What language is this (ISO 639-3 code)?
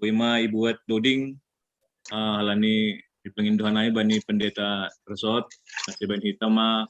bts